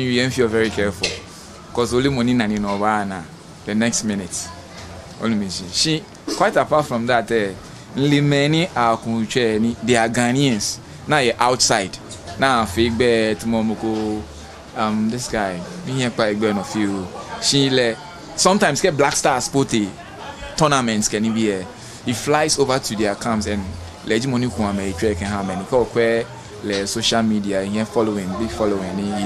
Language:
Ga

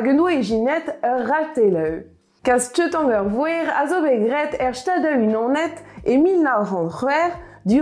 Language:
Breton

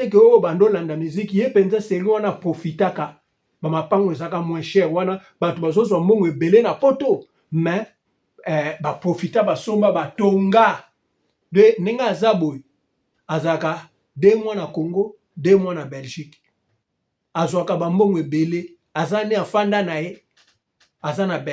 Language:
Lingala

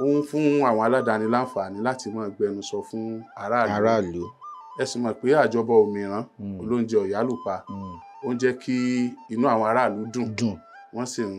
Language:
Yoruba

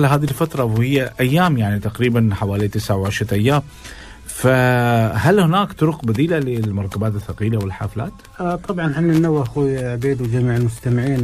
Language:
Urdu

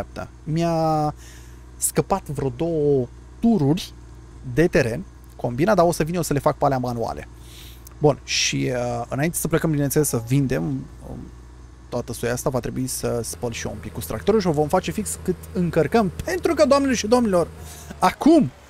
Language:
Romanian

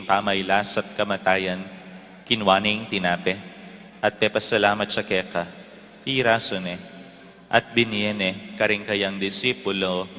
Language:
Pampanga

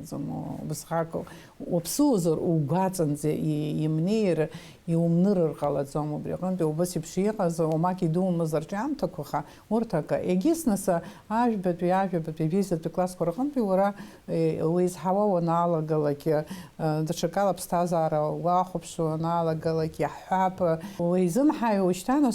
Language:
Abkhazian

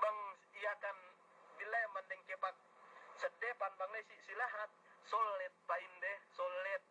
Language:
Yakan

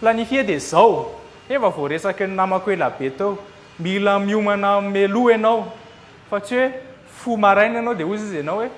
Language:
Malagasy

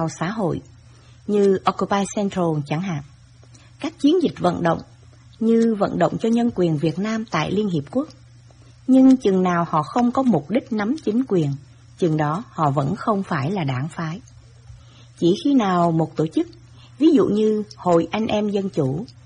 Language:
Vietnamese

